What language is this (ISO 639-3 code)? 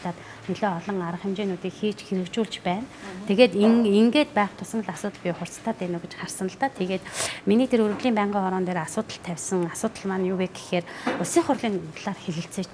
mon